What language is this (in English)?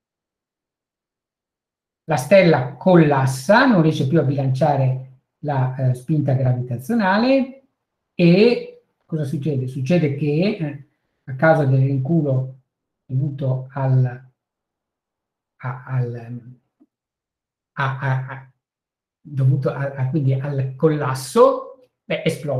Italian